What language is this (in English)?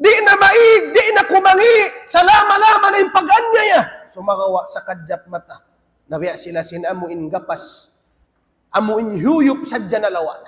Tausug